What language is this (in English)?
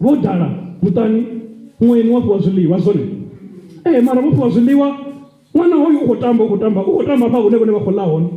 Venda